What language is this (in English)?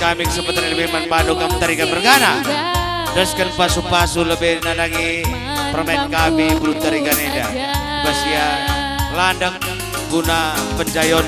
Batak Karo